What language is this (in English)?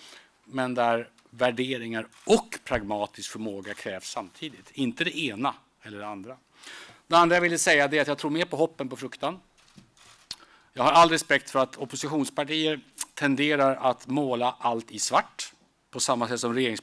Swedish